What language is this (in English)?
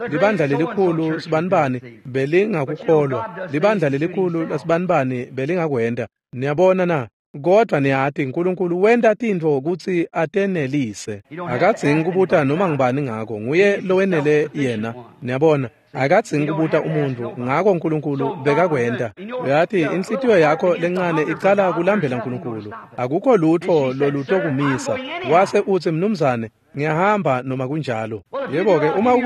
Swati